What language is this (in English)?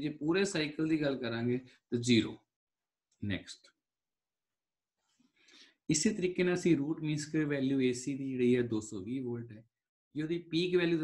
Punjabi